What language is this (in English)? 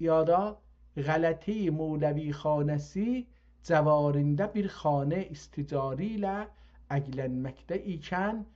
South Azerbaijani